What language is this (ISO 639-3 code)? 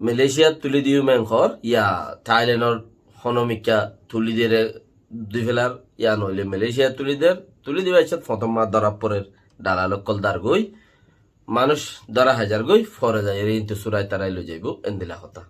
rhg